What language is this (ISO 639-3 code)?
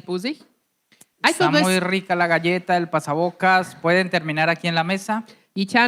pdt